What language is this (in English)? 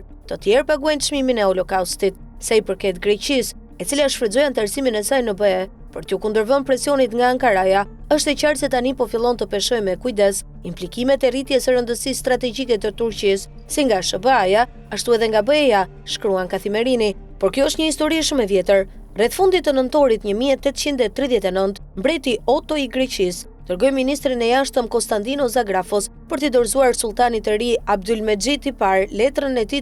Albanian